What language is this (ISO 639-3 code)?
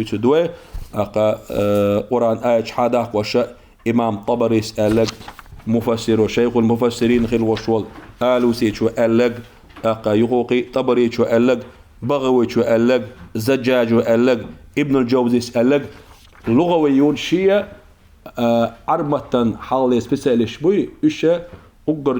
che